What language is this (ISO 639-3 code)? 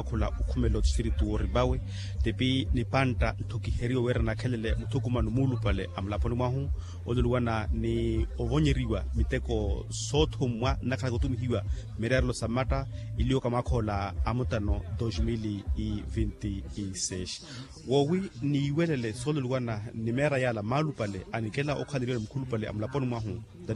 vmw